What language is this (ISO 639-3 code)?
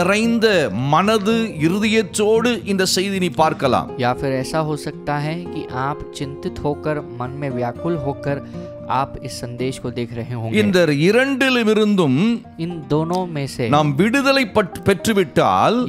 tam